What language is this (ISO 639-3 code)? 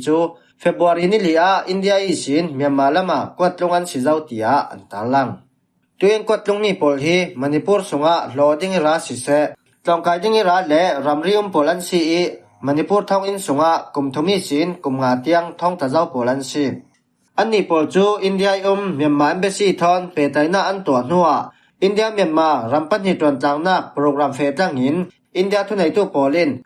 cfm